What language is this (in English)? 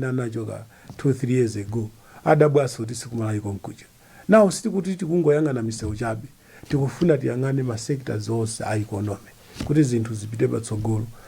Nyanja